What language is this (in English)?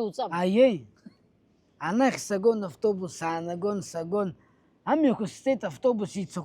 Abkhazian